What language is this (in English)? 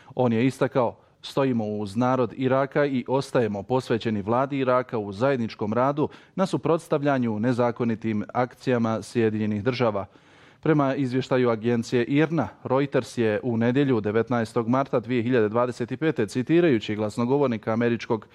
Bosnian